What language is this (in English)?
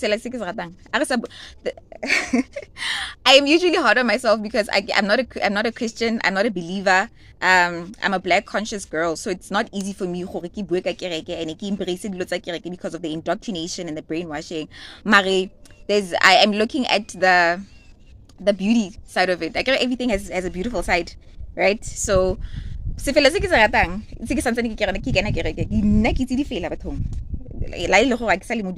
Tswana